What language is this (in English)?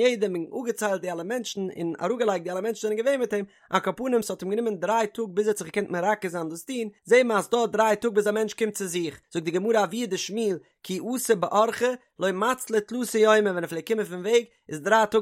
Yiddish